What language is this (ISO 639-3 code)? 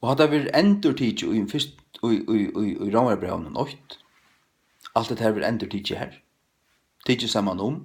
fao